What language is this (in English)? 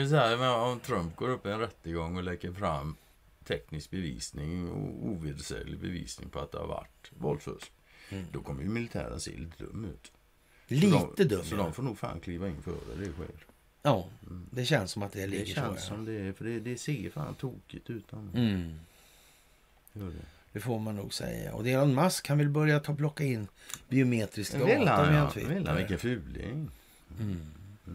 Swedish